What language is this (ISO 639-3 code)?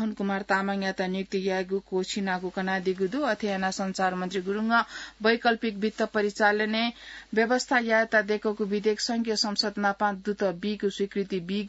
new